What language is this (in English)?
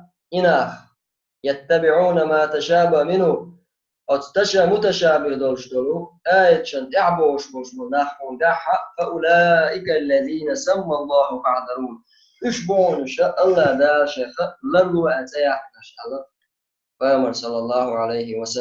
Chechen